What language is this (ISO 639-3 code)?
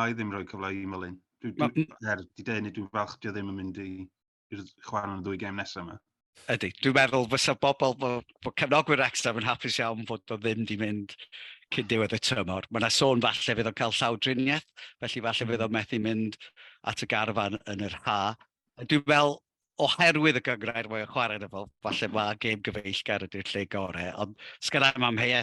cym